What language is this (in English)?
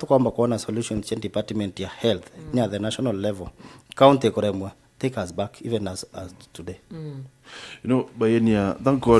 Meru